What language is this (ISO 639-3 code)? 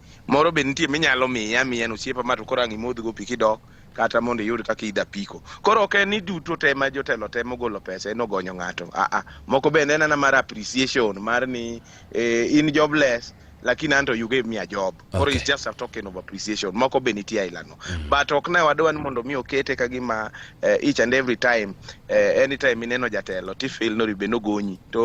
luo